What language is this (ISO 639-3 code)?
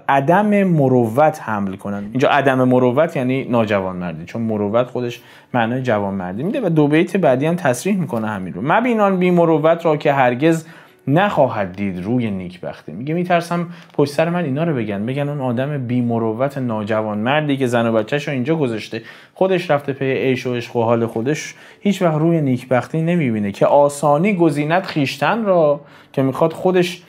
fas